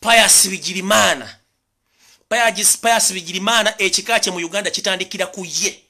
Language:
Ganda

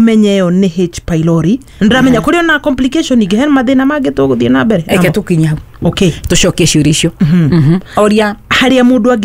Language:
Kikuyu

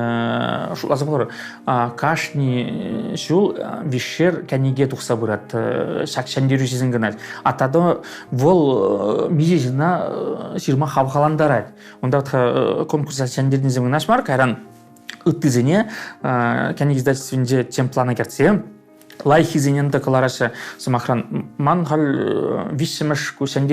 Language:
Chuvash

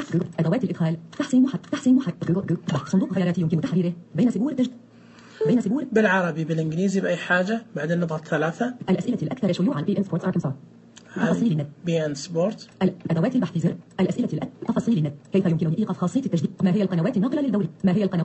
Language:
Najdi Arabic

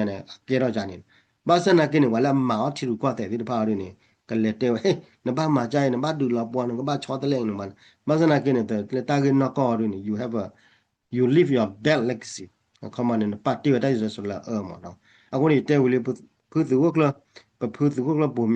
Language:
S'gaw Karen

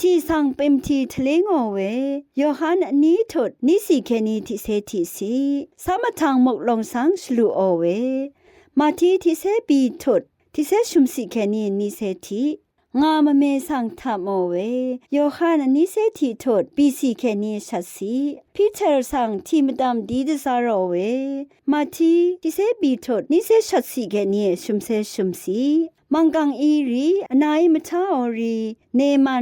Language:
Rawang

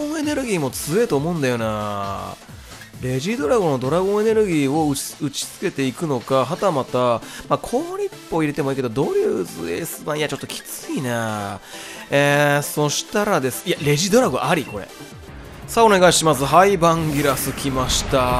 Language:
Japanese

